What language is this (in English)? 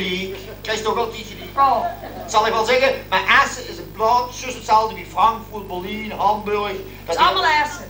Limburgish